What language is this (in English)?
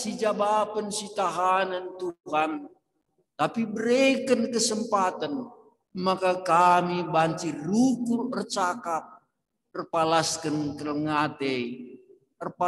Batak Karo